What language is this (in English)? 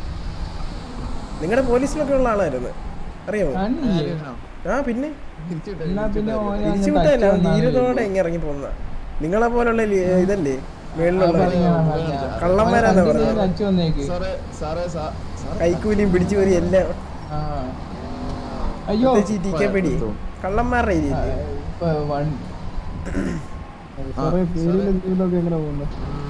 Malayalam